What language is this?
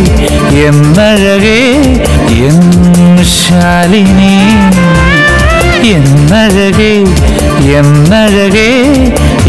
Malayalam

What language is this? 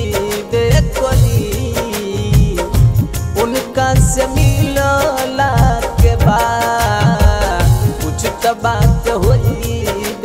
Bhojpuri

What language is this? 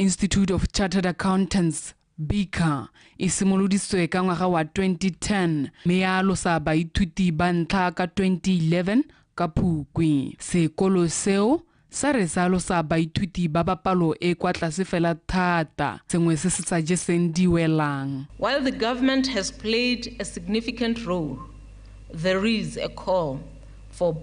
Tswana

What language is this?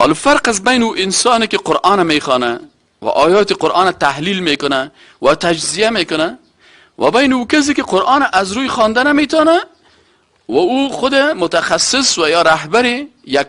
Persian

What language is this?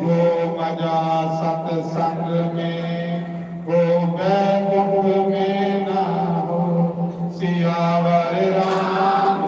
Dogri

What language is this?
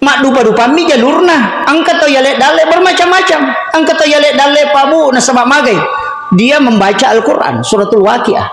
Buginese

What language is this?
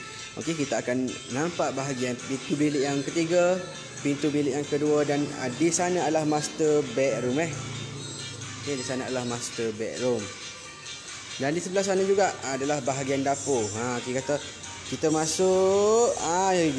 Malay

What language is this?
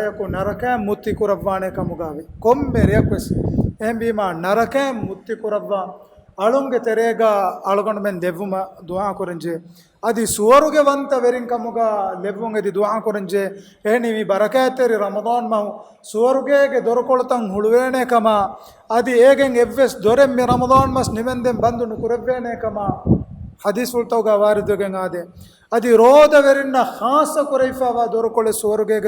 Divehi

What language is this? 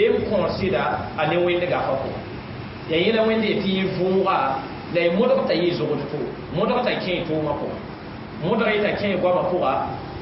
Mossi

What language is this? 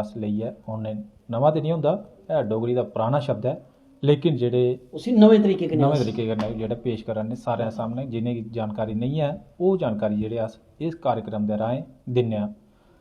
Dogri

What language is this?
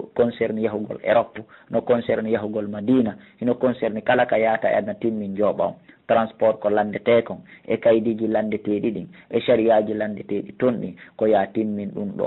Fula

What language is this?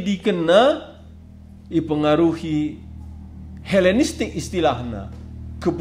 Batak Karo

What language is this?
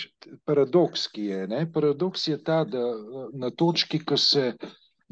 Slovenian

